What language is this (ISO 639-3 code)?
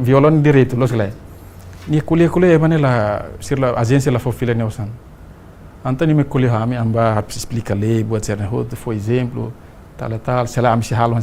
tet